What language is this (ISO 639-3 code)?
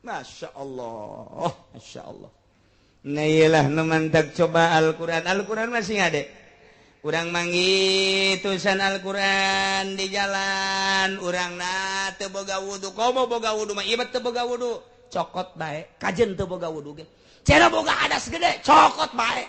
sun